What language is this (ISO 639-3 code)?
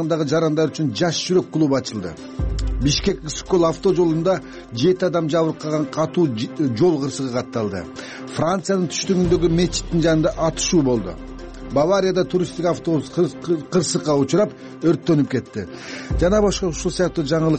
kir